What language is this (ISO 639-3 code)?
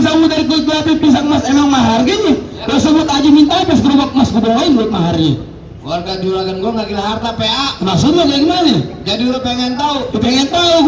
bew